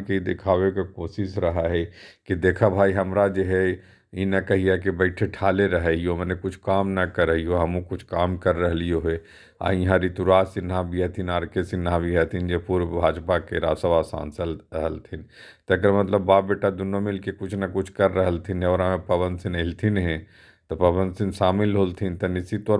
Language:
Magahi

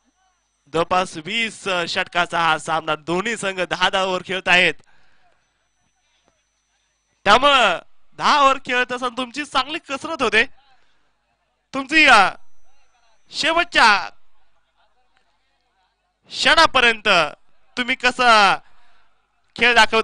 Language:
Marathi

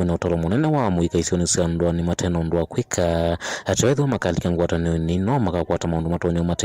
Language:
Kamba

